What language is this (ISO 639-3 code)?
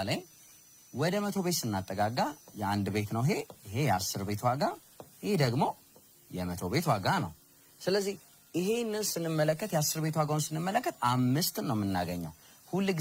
amh